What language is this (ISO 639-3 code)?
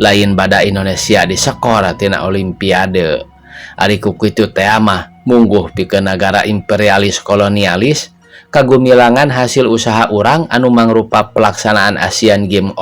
sun